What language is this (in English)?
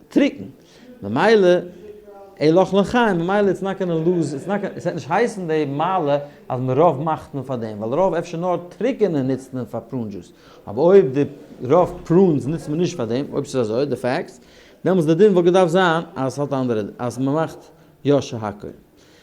Yiddish